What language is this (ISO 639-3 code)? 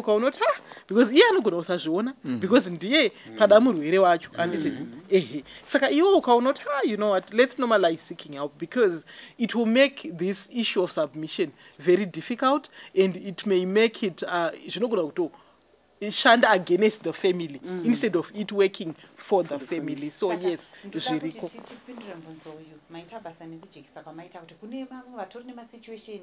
sna